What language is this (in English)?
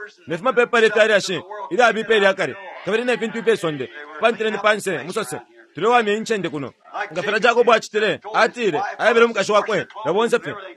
Bemba